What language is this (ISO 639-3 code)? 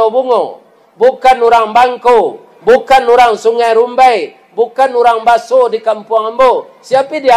min